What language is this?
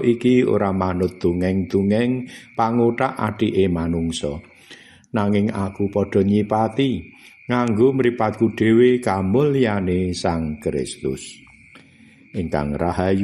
Javanese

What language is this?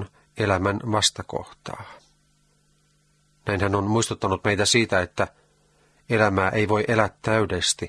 Finnish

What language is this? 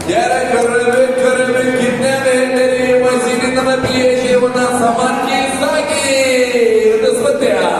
Yakut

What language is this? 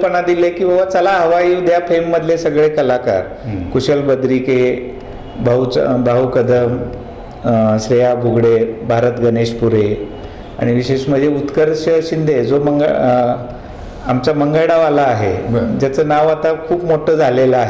Marathi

